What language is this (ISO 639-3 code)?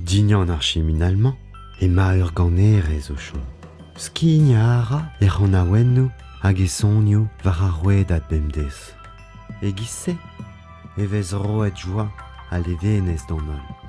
bre